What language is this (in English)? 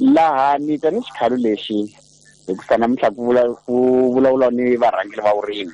Tsonga